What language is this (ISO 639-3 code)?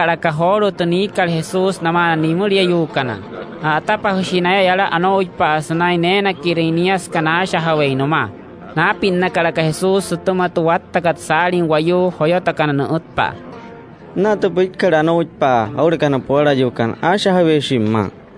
guc